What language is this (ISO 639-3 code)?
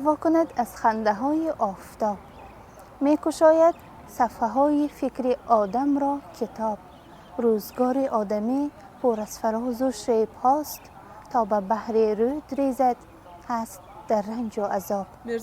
tgk